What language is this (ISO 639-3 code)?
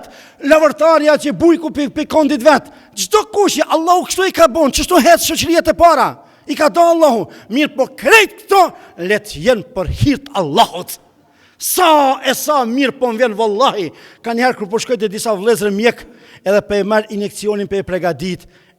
sqi